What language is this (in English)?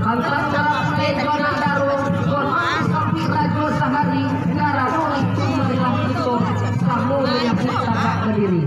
Minangkabau